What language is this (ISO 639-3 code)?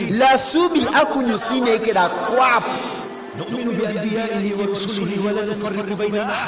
teo